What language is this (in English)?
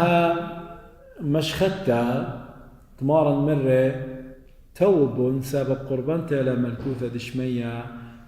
Assyrian Neo-Aramaic